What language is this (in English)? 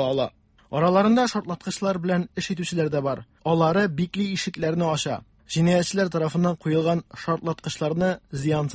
Tatar